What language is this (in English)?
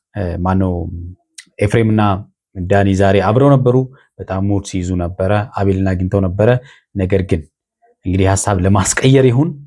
Amharic